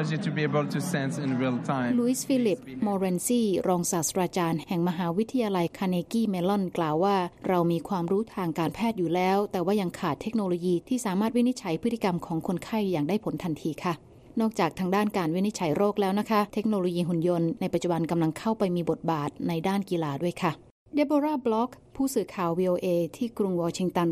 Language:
Thai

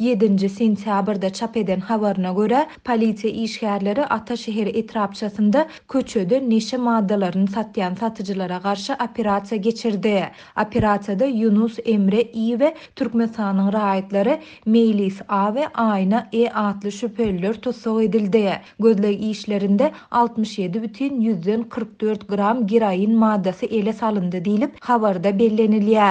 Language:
Kyrgyz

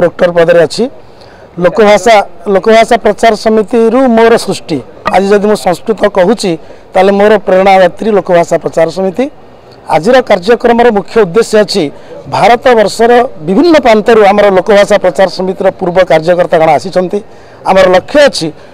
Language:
Odia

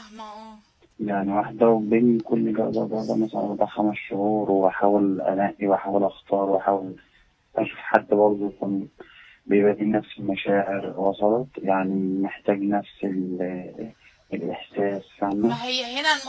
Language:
Egyptian Arabic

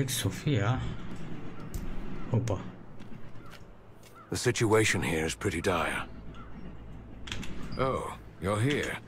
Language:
Romanian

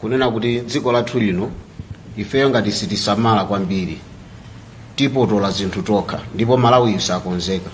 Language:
Nyanja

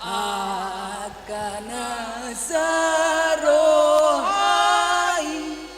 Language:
Batak Toba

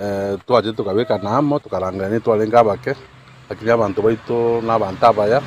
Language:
Gusii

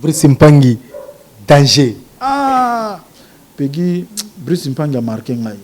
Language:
Lingala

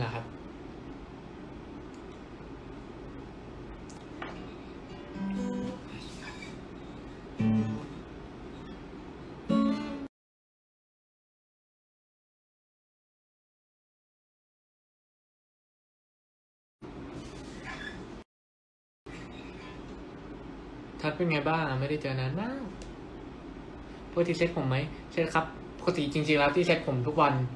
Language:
Thai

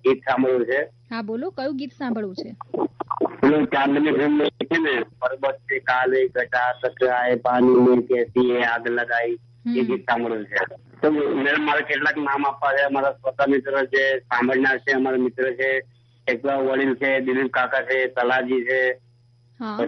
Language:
Gujarati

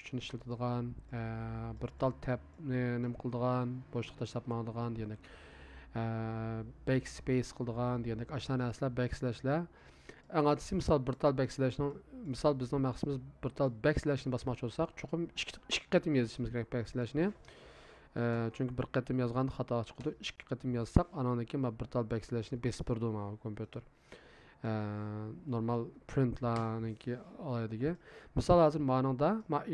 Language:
Uyghur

